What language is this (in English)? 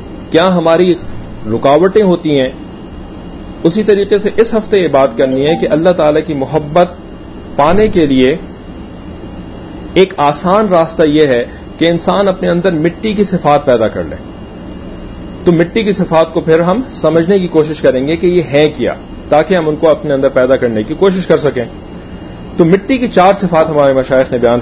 Urdu